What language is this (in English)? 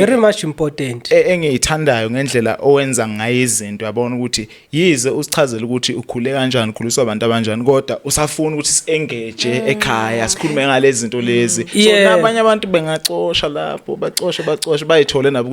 Zulu